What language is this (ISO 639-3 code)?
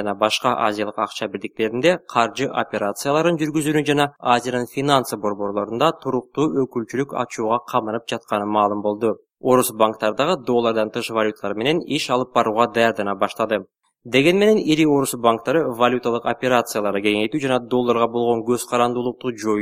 kir